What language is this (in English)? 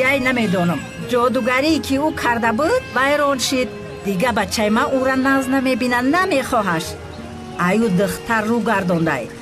Tajik